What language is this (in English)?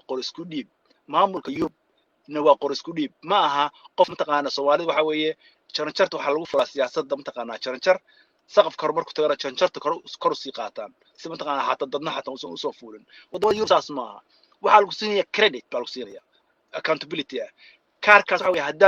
Somali